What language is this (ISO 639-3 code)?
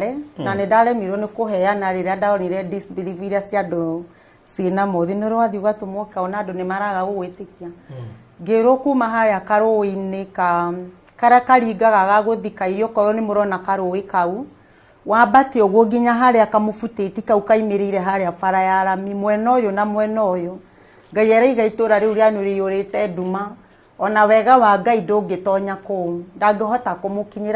kik